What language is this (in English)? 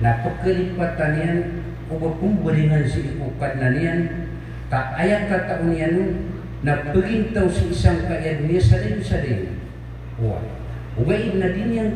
Maranao